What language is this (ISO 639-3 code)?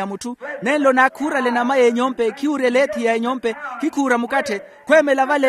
vmw